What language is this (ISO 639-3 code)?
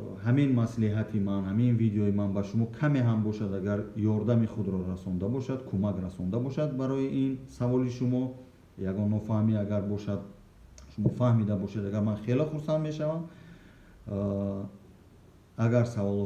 tgk